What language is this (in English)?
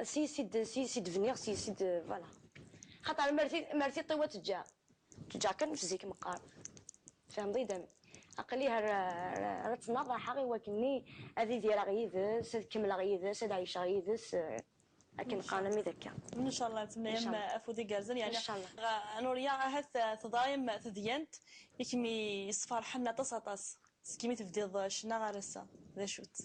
Kabyle